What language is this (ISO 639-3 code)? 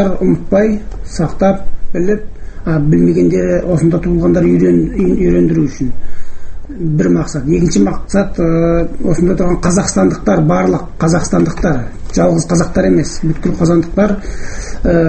kaz